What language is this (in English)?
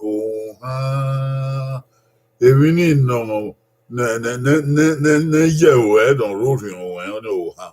Bini